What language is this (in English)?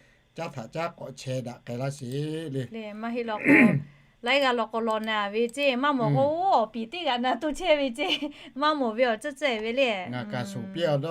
Lahu